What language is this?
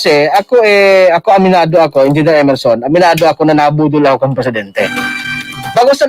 Bikol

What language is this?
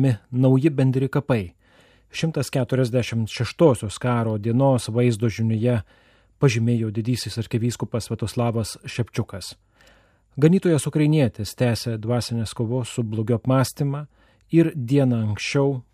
Lithuanian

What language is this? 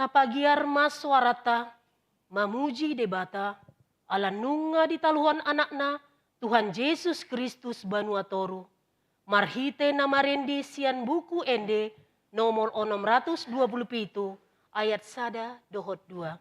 Batak Toba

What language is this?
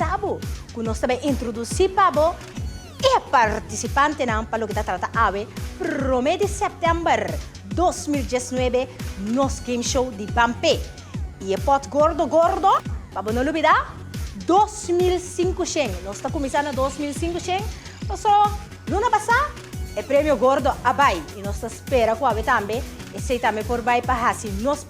Papiamento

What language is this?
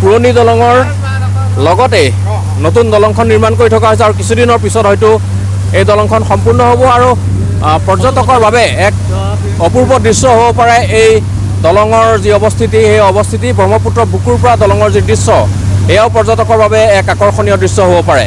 Assamese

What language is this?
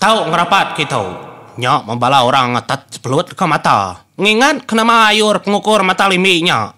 Iban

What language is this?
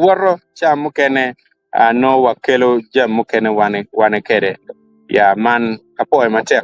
Acoli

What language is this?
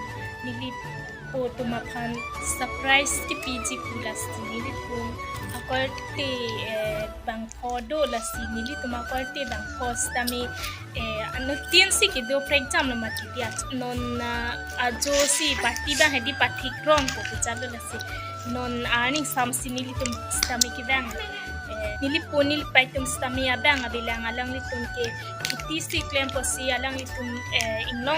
Karbi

